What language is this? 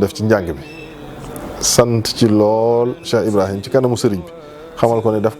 Wolof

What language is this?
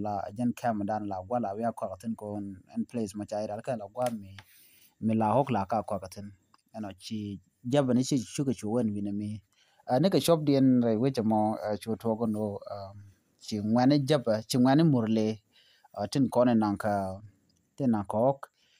Nuer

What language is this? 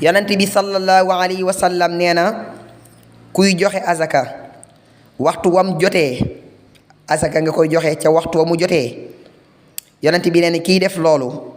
Wolof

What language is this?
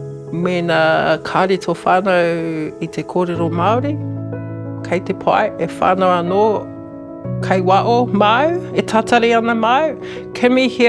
Māori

